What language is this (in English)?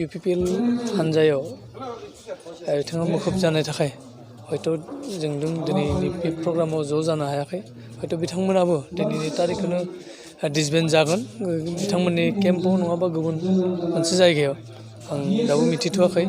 Bodo